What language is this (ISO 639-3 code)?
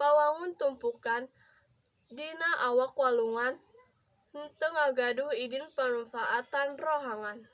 sun